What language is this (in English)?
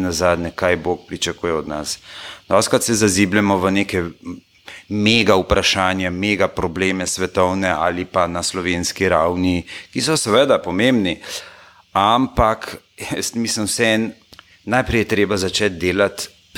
Slovenian